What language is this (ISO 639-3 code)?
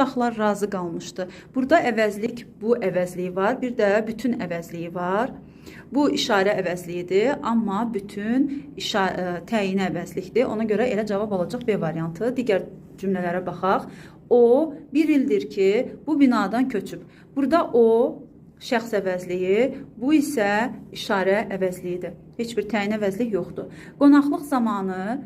aze